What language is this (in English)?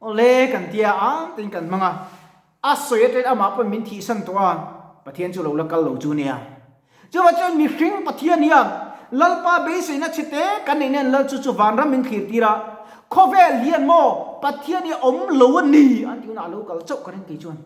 Mizo